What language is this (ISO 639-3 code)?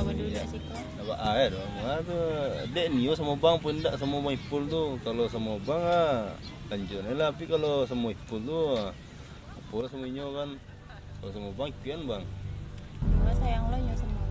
min